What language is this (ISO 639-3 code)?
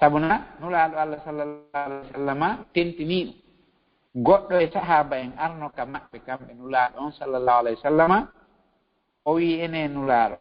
ful